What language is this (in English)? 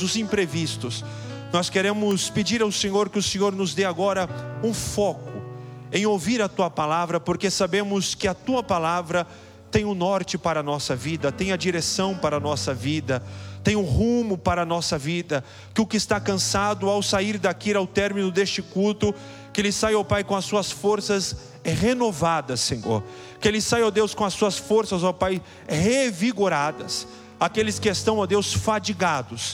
Portuguese